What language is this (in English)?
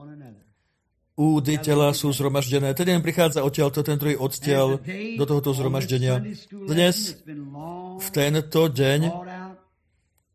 Slovak